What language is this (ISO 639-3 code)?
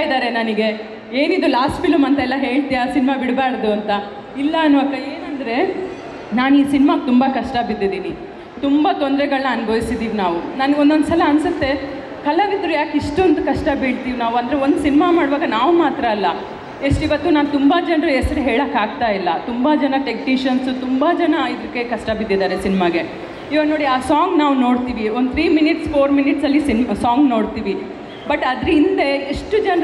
kan